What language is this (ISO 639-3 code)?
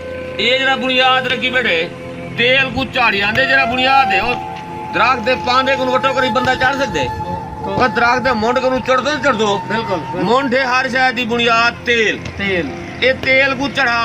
skr